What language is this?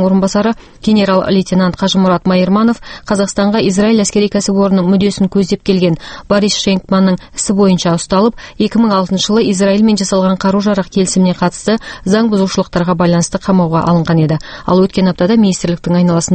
Kazakh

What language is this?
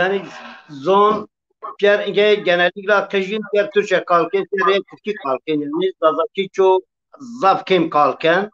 Zaza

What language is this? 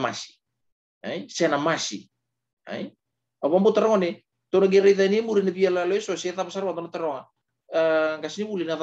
Fijian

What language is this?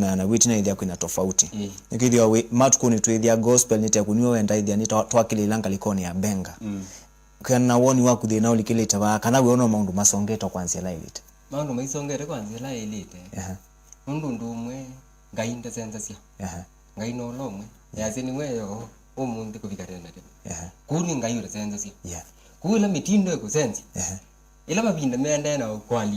Kamba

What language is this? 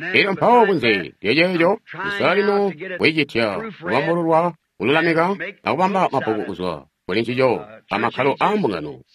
Tonga (Zambia)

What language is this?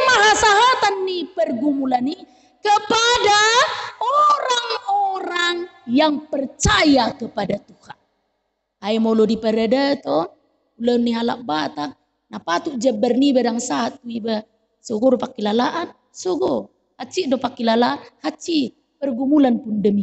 Batak Toba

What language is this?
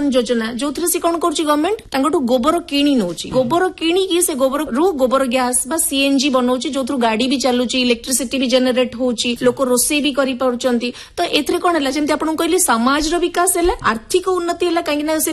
Odia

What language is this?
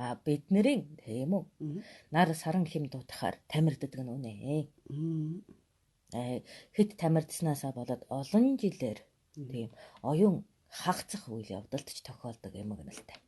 Mongolian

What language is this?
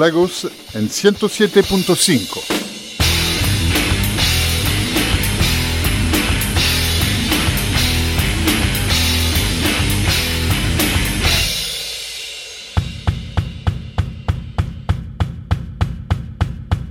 Spanish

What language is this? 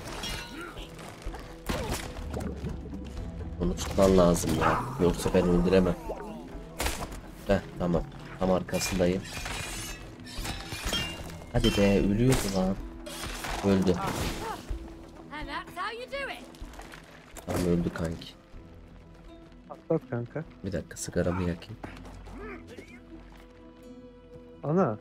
Turkish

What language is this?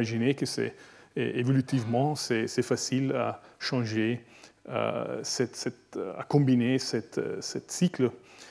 French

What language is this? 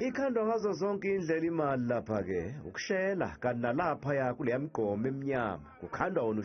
Zulu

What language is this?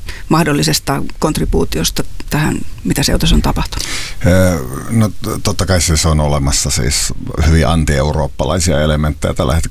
Finnish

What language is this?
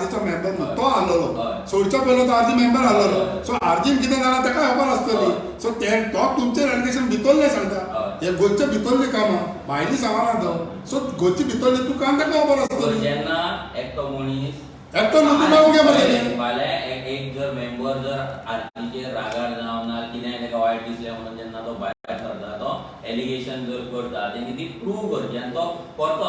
Konkani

